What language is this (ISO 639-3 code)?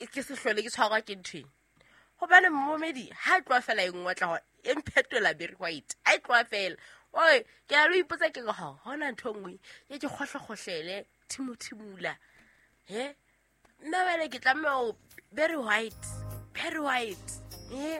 sot